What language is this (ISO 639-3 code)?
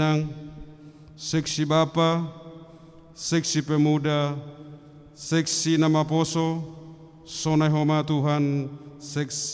bts